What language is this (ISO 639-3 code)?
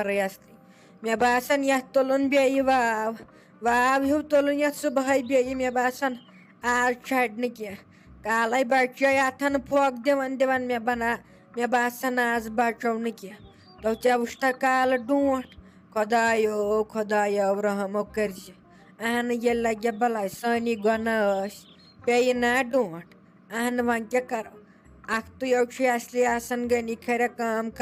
kas